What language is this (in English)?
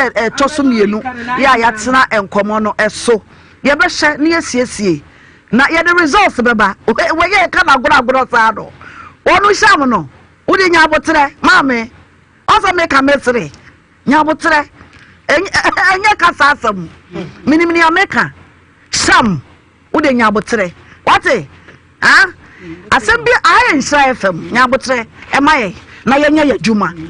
Akan